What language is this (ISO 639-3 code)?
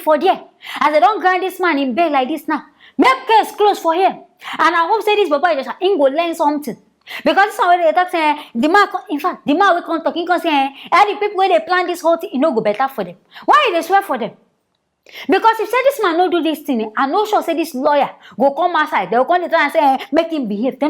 pcm